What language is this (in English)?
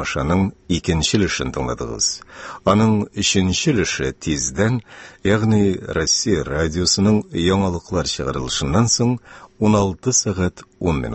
Tatar